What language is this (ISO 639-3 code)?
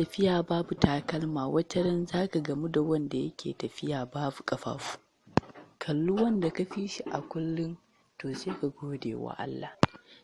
hau